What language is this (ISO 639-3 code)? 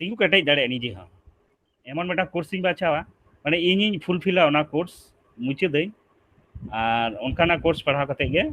sat